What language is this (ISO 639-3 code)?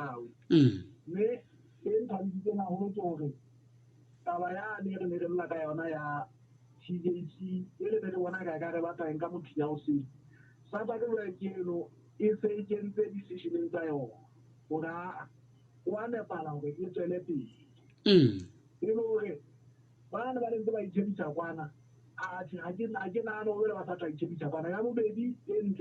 sot